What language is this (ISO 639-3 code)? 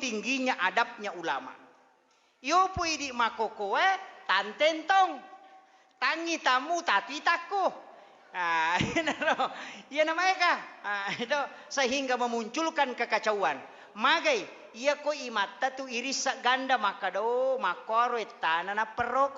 bug